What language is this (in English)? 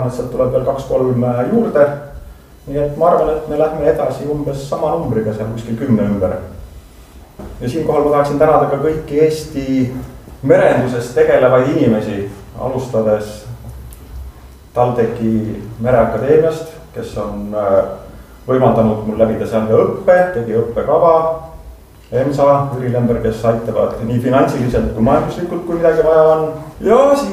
Estonian